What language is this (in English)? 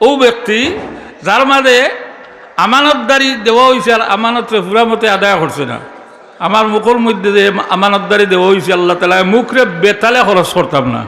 Sylheti